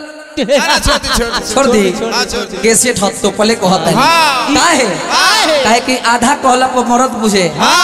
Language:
Bhojpuri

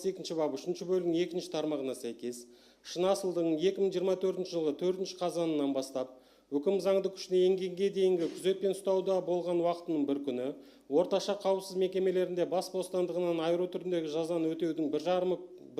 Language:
Kazakh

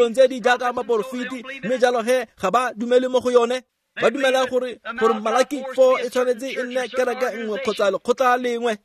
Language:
Tswana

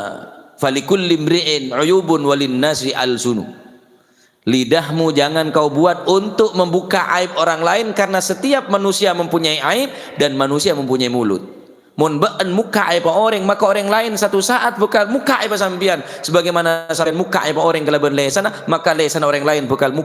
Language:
Madurese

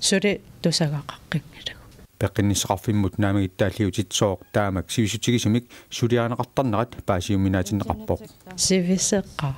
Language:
Kalaallisut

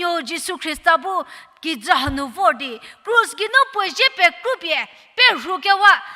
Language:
Angami Naga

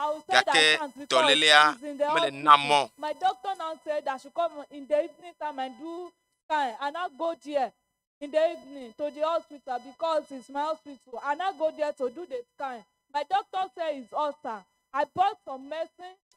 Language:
Ewe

